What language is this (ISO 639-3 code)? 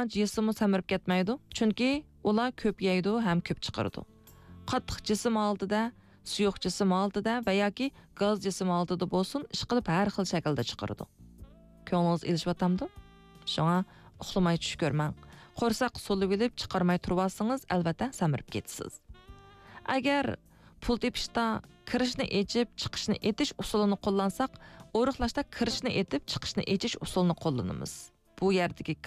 uig